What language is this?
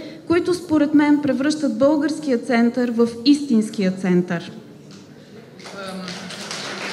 Bulgarian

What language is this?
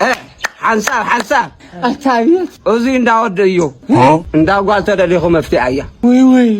Tigrinya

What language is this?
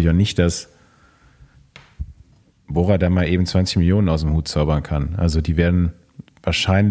German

